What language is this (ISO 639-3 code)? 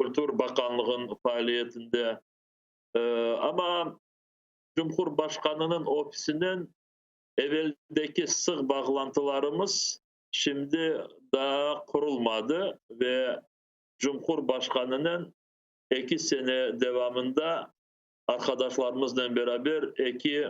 crh